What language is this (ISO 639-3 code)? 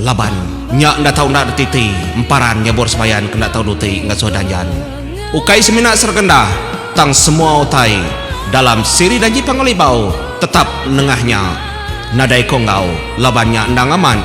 iba